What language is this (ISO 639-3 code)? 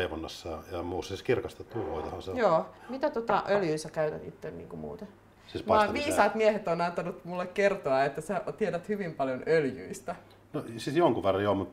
fin